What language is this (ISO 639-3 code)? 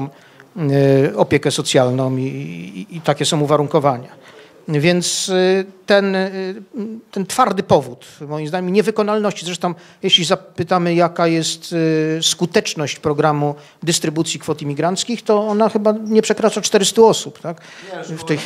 pol